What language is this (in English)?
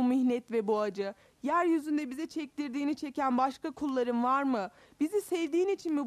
Turkish